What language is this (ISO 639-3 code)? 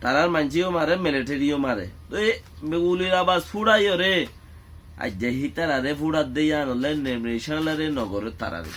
rhg